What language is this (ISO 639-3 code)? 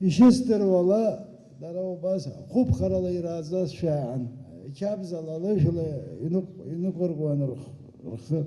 abk